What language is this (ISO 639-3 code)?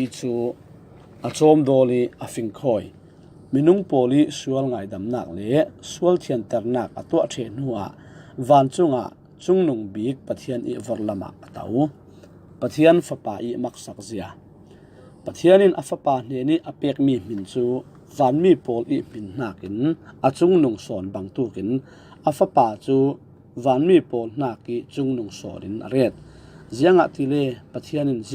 cfm